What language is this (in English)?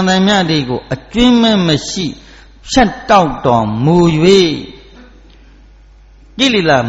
Burmese